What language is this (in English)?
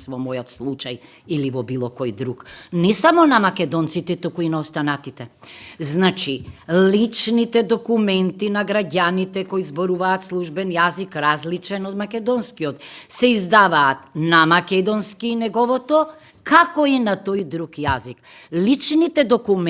Macedonian